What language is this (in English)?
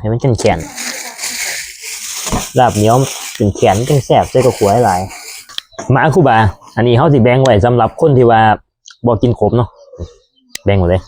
Northeastern Thai